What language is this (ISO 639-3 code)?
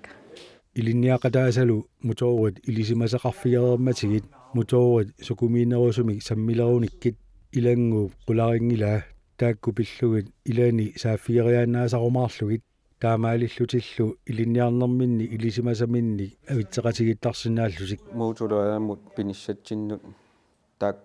kal